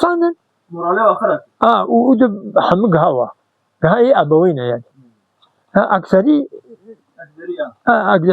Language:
Kurdish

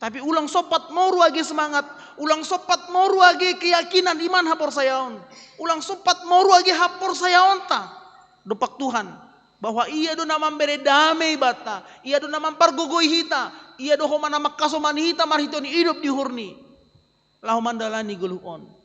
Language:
Batak Simalungun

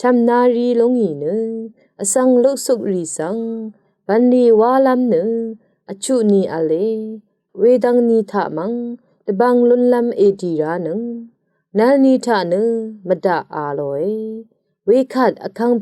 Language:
Rawang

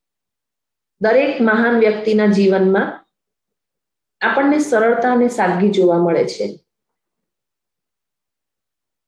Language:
Gujarati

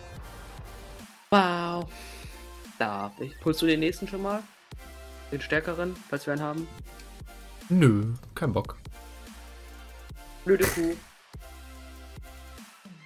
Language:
German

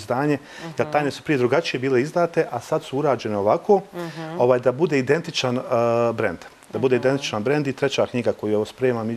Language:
Serbian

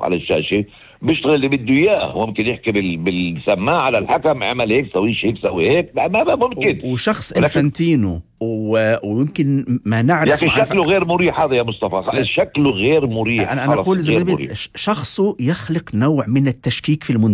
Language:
North Levantine Arabic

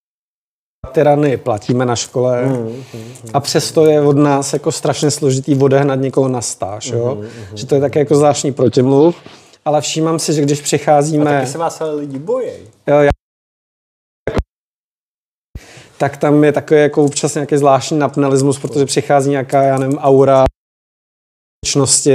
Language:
Czech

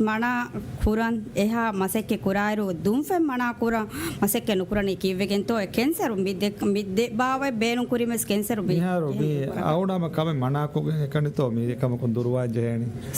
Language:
Divehi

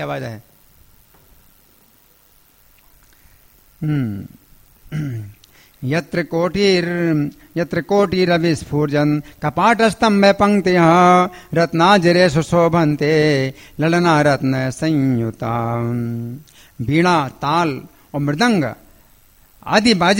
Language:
Hindi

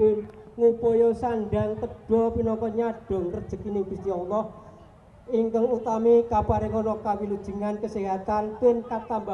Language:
Javanese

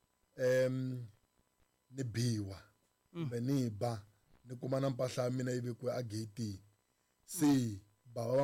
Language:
Tsonga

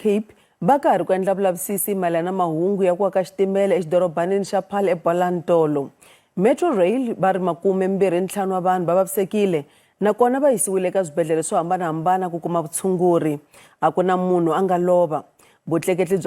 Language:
Tsonga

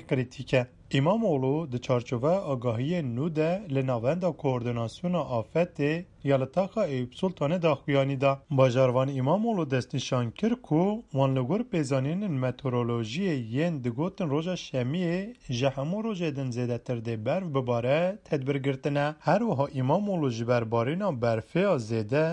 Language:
Kurdish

